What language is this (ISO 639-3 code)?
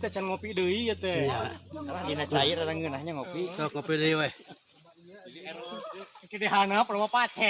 sun